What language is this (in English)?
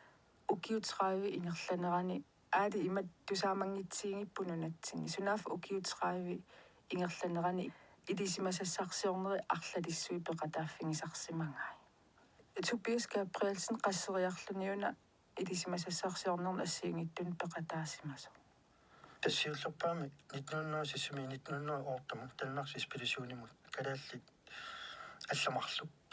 Kalaallisut